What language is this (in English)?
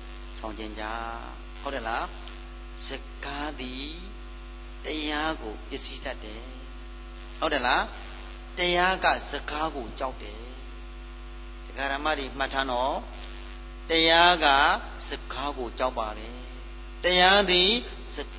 Burmese